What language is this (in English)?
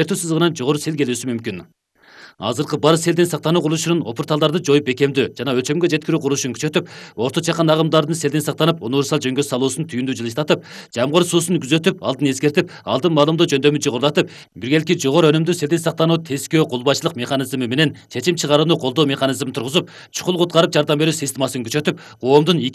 Kyrgyz